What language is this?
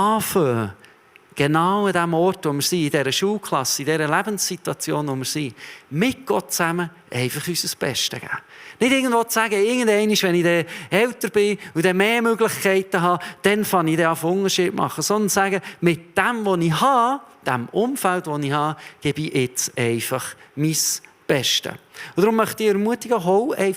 Swiss German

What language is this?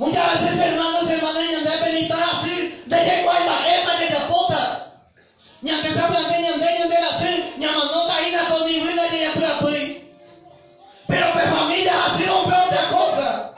Guarani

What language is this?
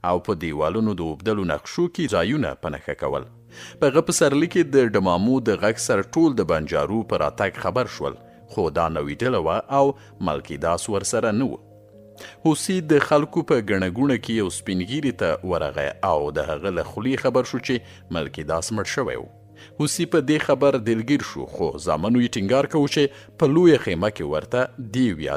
Pashto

